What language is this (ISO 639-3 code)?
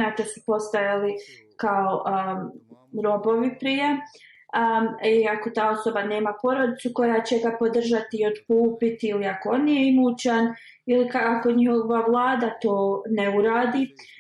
bos